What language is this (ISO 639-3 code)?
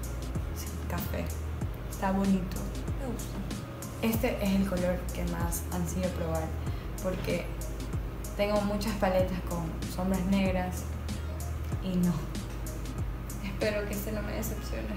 spa